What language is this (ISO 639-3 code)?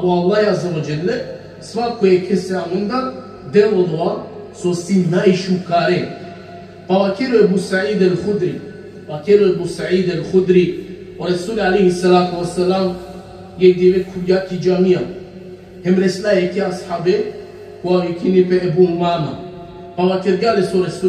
rmn